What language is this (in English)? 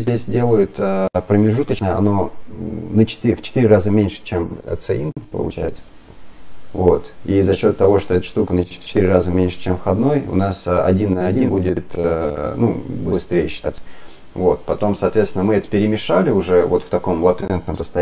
Russian